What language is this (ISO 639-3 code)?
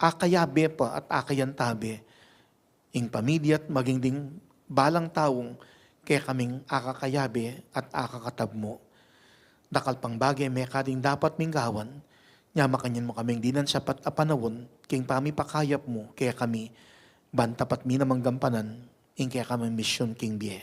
pam